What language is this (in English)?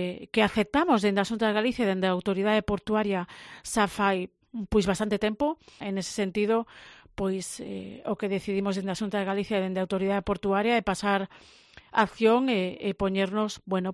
Galician